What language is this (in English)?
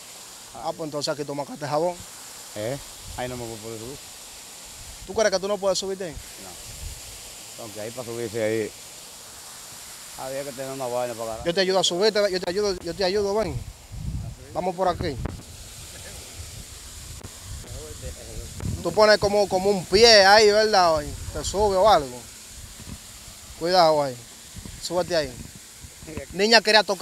Spanish